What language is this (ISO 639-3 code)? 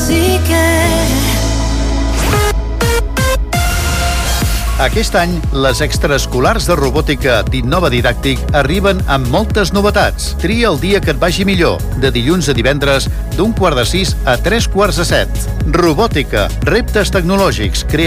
cat